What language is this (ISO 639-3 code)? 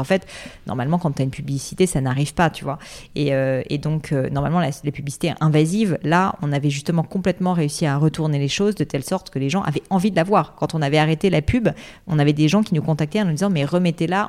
fra